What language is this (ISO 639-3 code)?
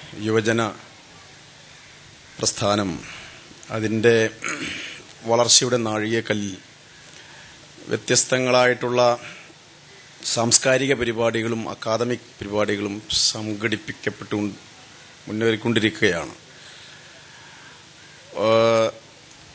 mal